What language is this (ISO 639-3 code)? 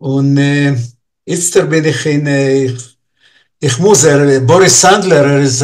yid